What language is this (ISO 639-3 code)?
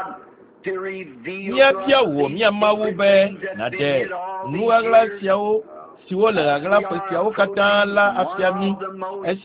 ewe